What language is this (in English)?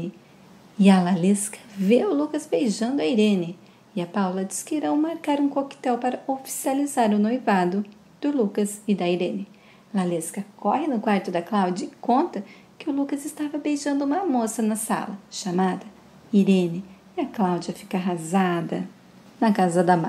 Portuguese